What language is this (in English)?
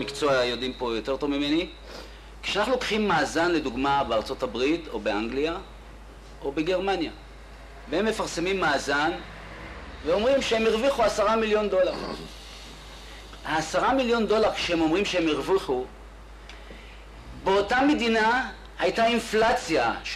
Hebrew